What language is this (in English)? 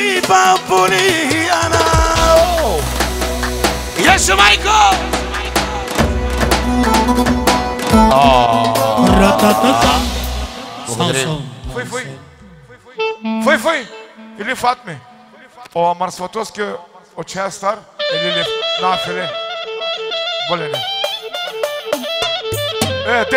Bulgarian